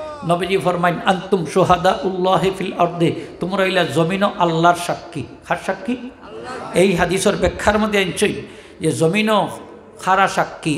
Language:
Sylheti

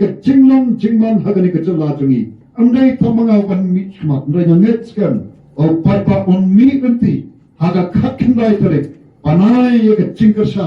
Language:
Khasi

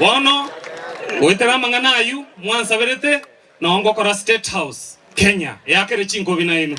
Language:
Gusii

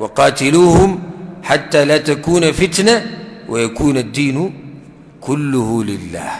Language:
Pashto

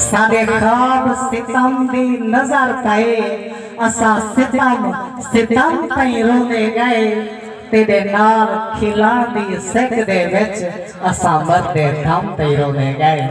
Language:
Saraiki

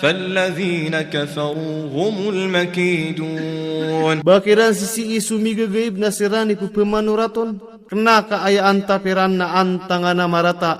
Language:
Maranao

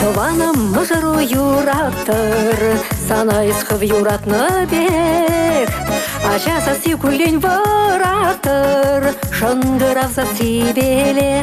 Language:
Chuvash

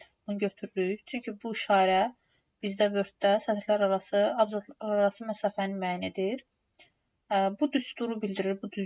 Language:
Azerbaijani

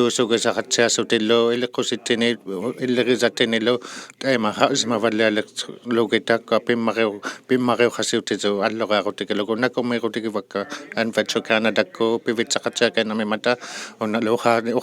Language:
Inuktitut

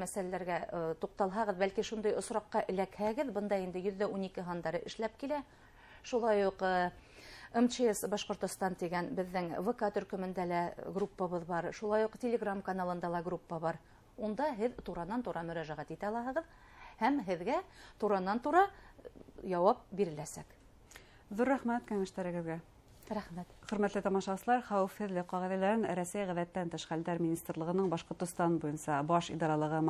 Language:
Bashkir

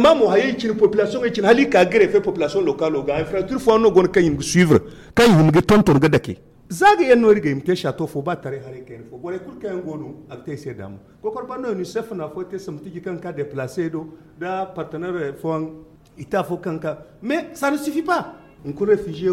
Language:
Zarma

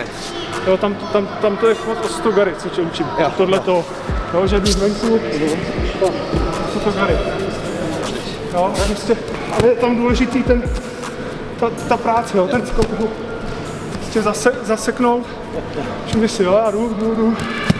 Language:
Czech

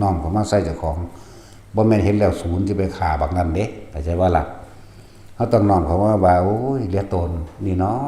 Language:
Northeastern Thai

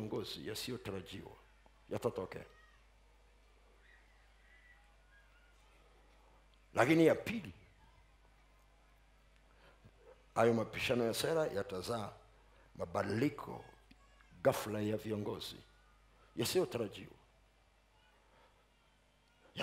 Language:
Swahili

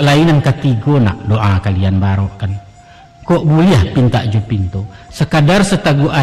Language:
Minangkabau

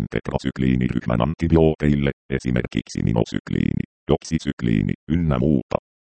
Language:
Finnish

